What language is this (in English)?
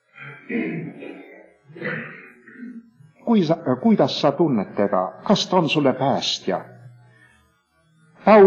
Estonian